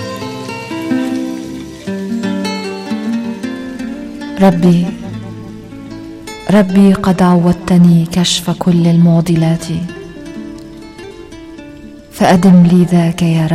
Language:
Arabic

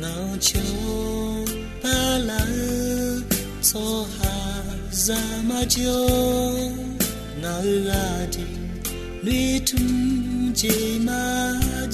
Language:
Akha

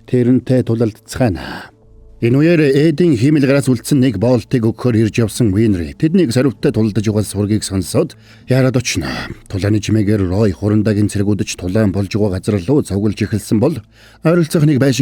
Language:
Mongolian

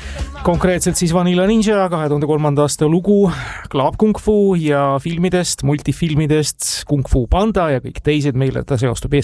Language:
Estonian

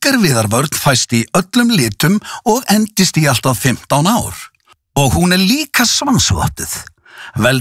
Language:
Icelandic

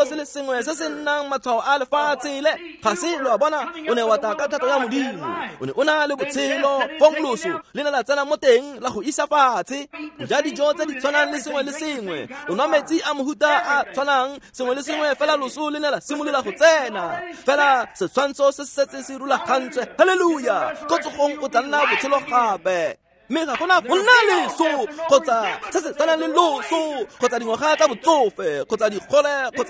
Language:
Tswana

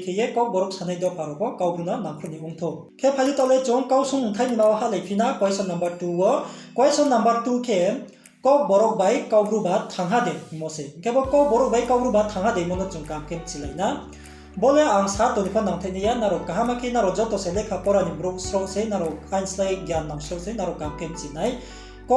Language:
Riang (India)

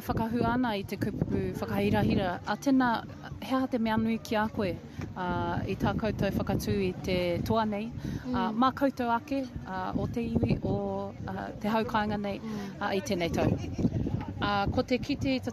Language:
Māori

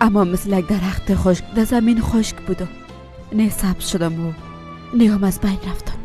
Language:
Persian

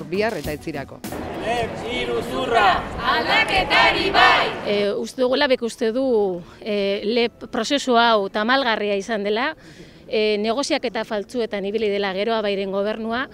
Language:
Basque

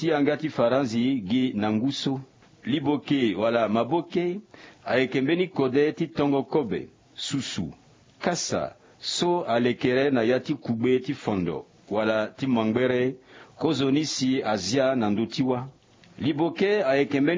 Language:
Sango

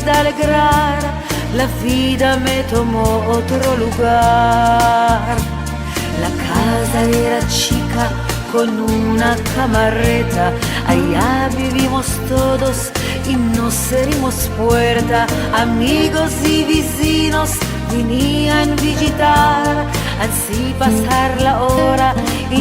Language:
Ladino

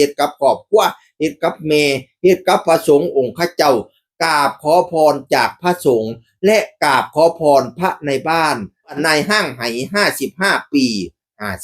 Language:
Northeastern Thai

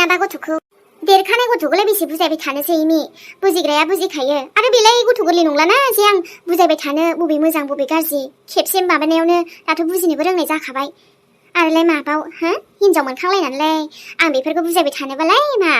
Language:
Bodo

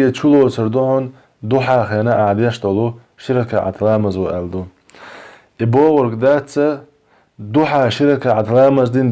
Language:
Chechen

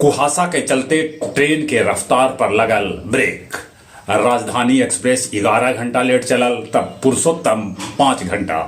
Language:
Magahi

